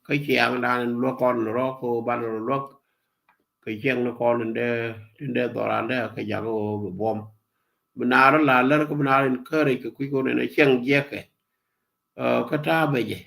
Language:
Nuer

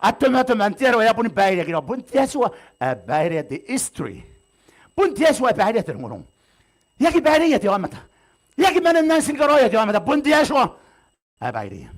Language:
Gilbertese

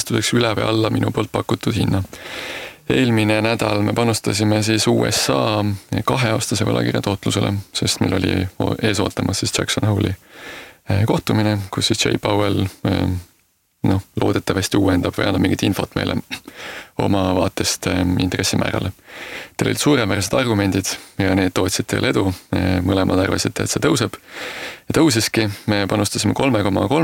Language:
Estonian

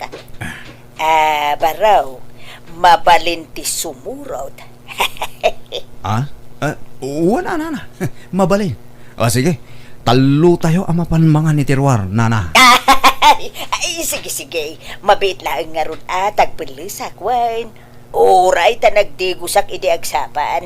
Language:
Iloko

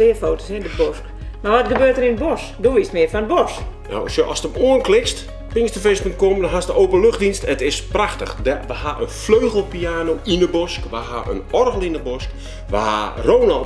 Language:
Western Frisian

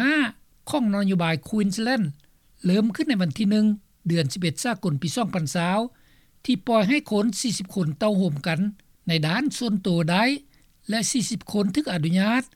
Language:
Lao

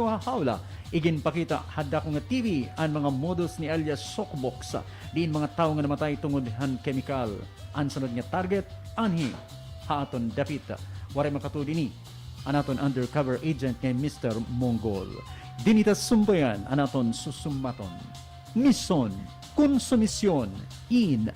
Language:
Waray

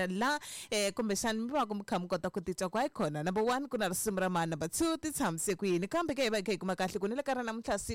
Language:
Tsonga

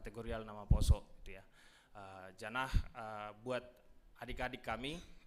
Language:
Batak Simalungun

